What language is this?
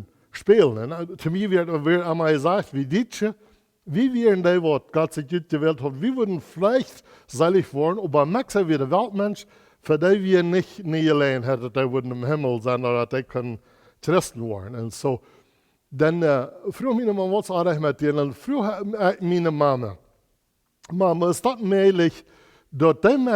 Plautdietsch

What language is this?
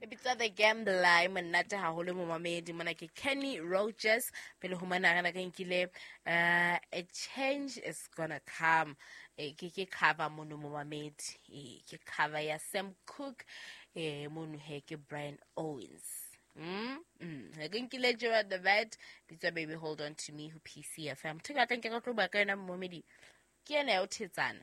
Southern Sotho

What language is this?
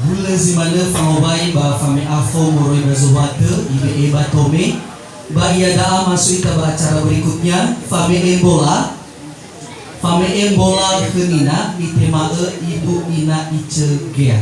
Nias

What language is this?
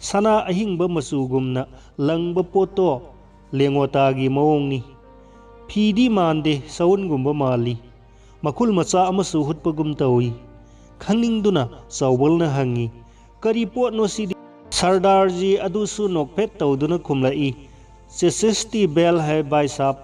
Manipuri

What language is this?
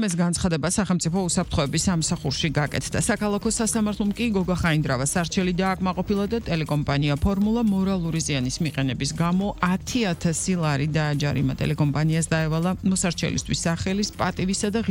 Georgian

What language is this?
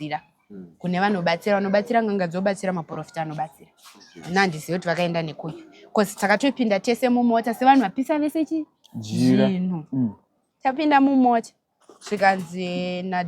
Shona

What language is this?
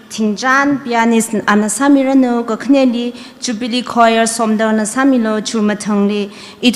Tangkhul Naga (India)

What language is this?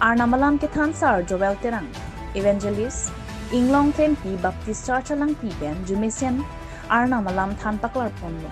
Karbi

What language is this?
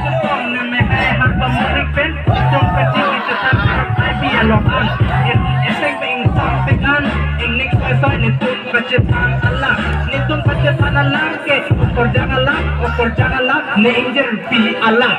Karbi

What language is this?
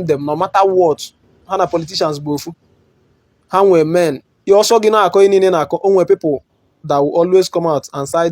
Igbo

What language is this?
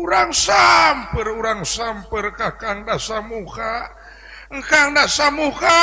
Sundanese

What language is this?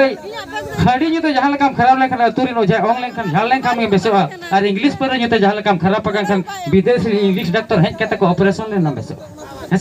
Santali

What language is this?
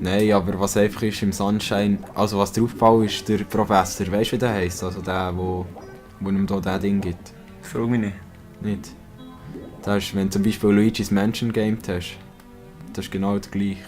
Swiss German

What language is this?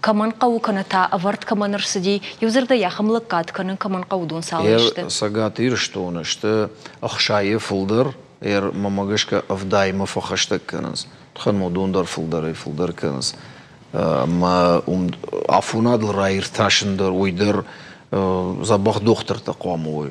Ossetic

